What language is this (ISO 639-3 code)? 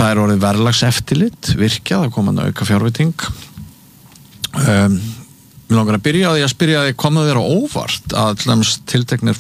isl